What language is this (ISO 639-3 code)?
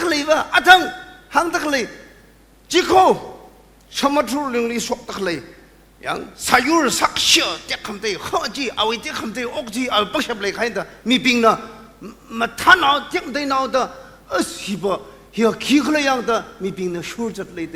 nmf